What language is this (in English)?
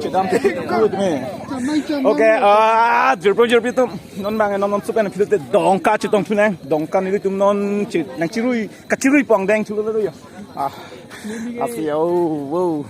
Karbi